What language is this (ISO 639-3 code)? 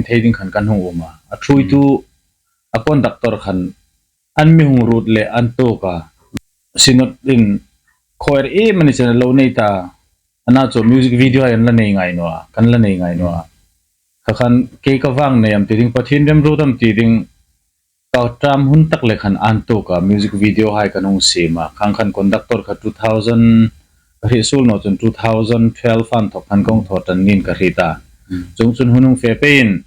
hmr